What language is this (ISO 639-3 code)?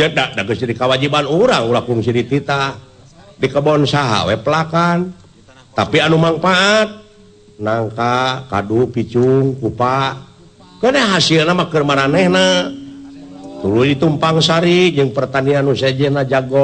sun